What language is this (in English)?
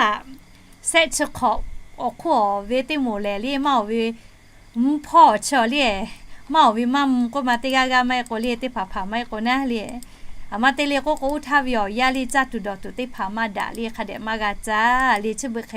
Lahu